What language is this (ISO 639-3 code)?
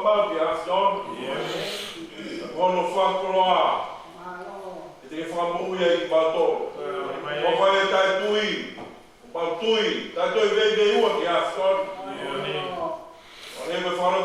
ton